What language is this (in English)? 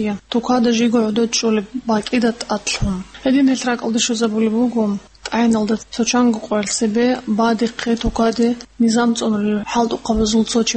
Avaric